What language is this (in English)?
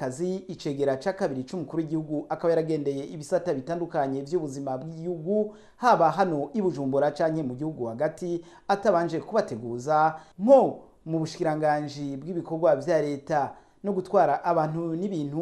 Rundi